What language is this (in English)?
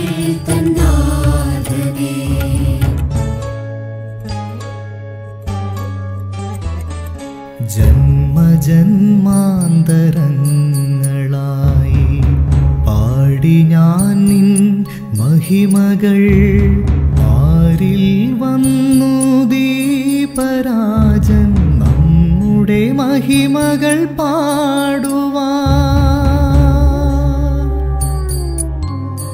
Malayalam